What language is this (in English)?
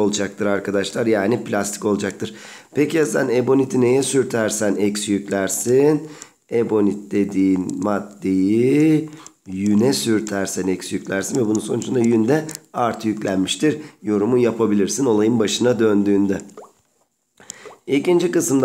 Turkish